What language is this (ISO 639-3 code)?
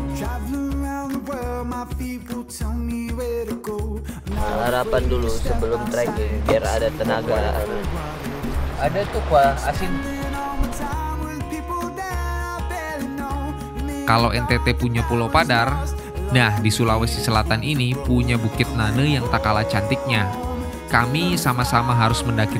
ind